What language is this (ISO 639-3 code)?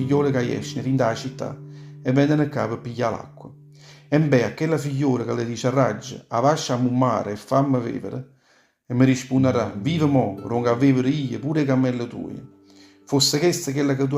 nap